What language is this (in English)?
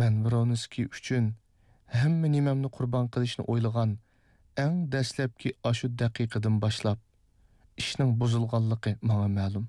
Uyghur